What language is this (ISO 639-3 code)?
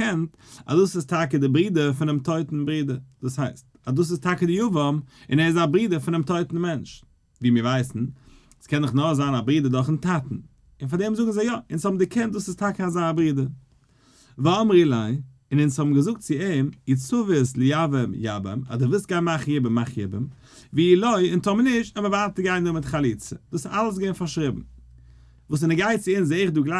yid